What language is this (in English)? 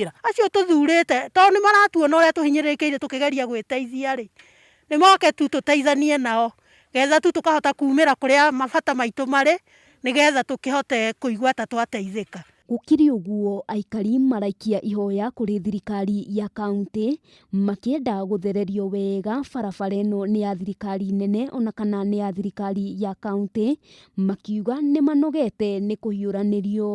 Kikuyu